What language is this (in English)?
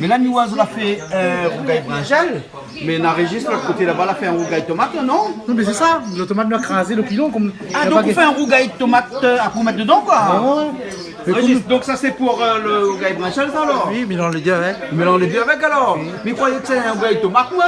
Réunion Creole French